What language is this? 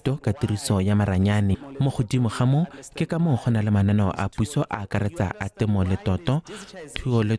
Tswana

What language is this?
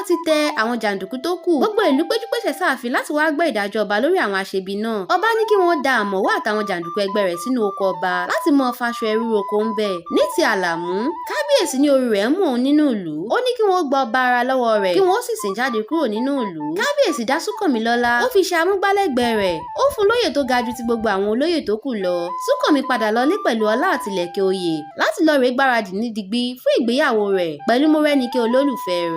Yoruba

